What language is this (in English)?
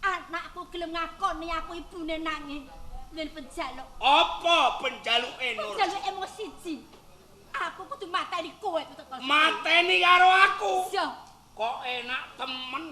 Javanese